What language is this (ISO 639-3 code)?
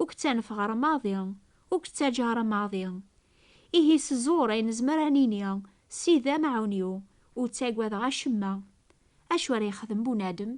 kab